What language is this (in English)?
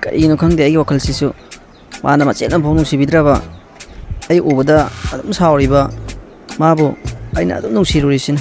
Manipuri